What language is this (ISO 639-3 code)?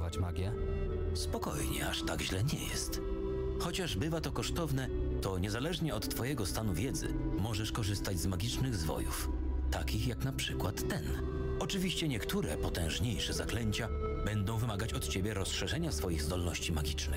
pol